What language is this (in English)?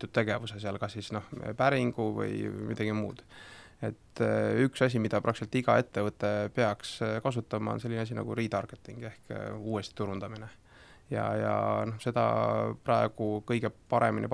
Estonian